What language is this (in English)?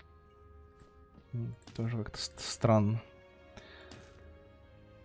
Russian